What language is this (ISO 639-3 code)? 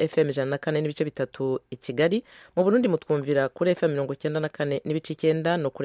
kin